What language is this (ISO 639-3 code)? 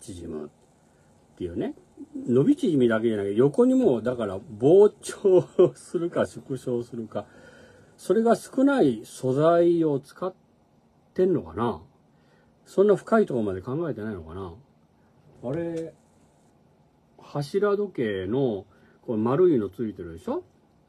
jpn